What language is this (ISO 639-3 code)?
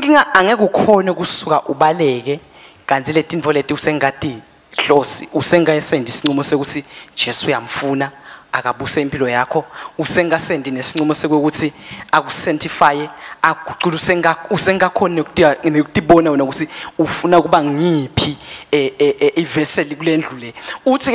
ssw